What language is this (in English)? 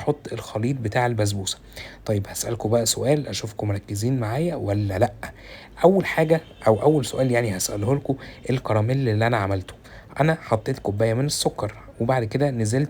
Egyptian Arabic